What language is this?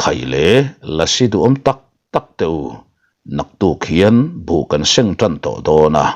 Mizo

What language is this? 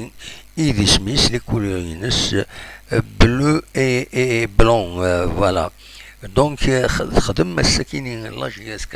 Kabyle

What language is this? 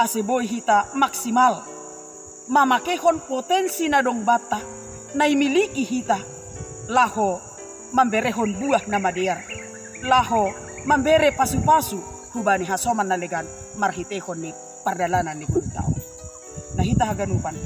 Batak Simalungun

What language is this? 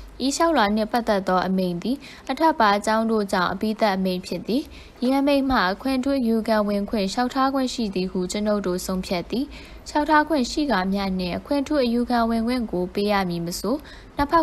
Burmese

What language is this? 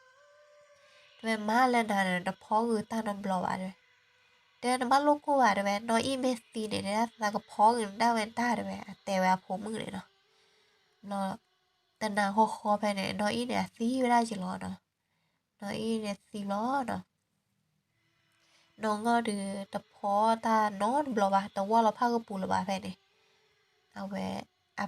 S'gaw Karen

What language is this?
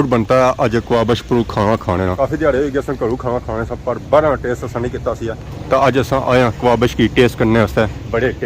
Pahari-Potwari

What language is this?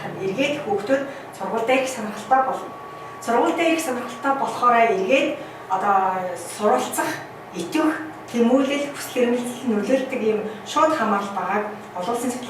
Mongolian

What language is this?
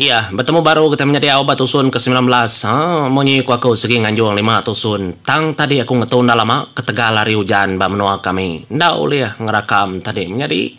Iban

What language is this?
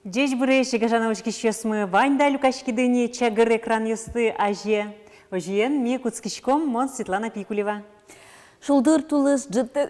Udmurt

